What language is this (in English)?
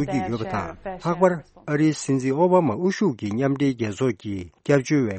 Tibetan